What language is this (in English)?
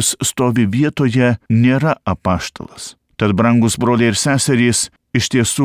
Lithuanian